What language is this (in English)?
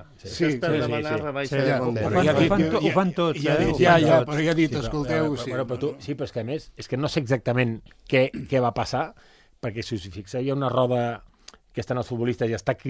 Catalan